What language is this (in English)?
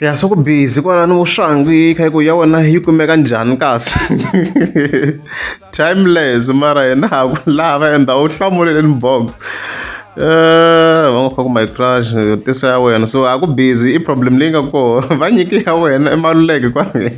Tsonga